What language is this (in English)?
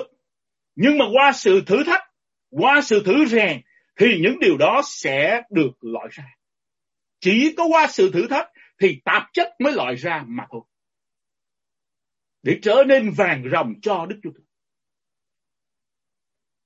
Vietnamese